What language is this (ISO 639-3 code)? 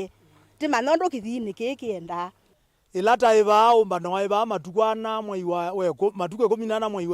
kam